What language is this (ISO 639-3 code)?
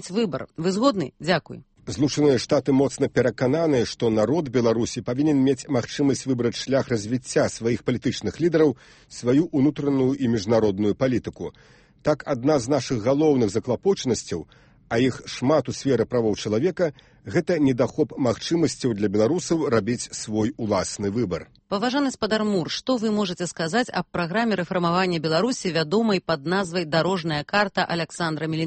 bel